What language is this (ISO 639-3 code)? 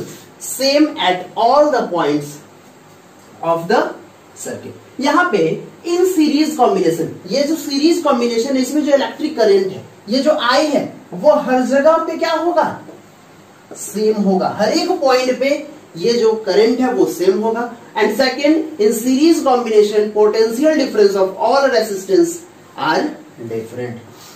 hin